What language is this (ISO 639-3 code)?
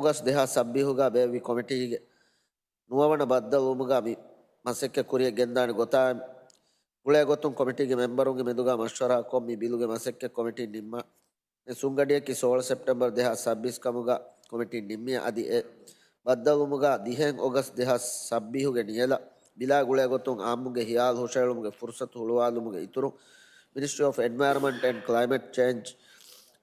div